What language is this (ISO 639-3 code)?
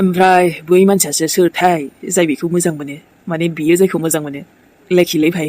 brx